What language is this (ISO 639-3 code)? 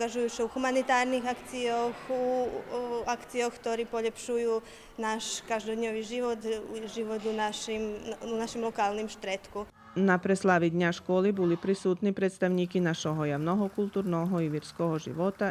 rue